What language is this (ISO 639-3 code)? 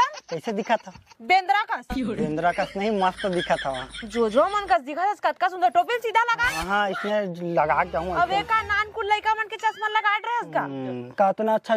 hne